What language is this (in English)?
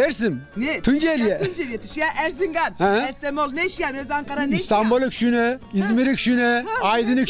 Zaza